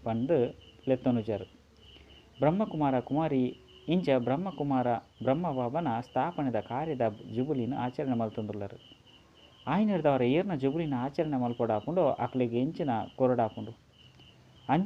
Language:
Tulu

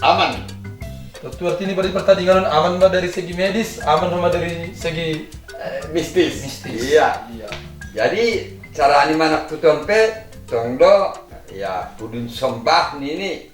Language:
Batak Simalungun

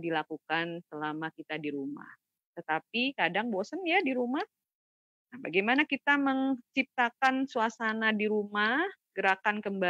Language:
Indonesian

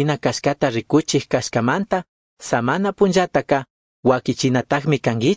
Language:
Chimborazo Highland Quichua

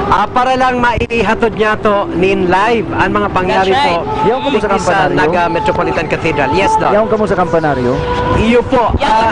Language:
Bikol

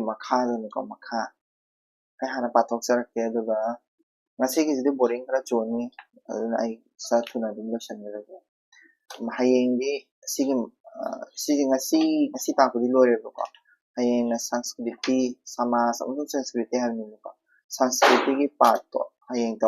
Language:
Manipuri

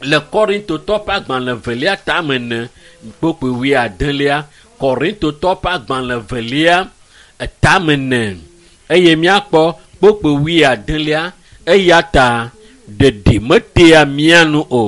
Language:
Ewe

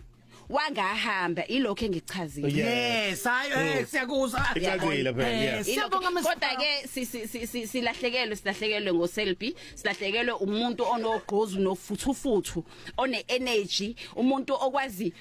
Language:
Zulu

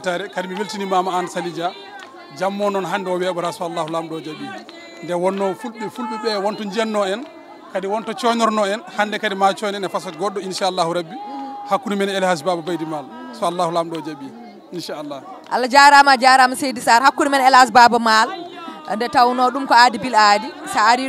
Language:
Fula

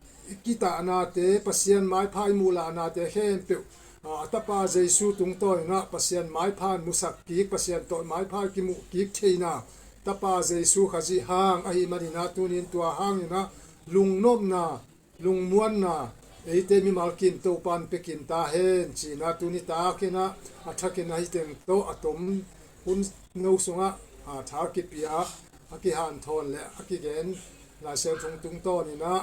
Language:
Tedim Chin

